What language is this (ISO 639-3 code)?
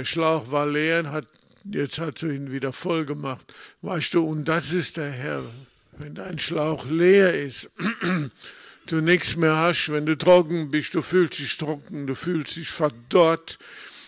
deu